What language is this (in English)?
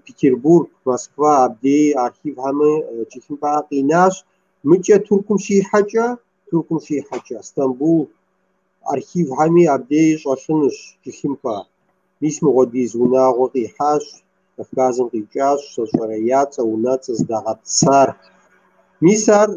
Kabardian